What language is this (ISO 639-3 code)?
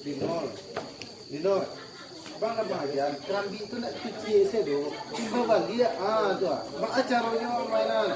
min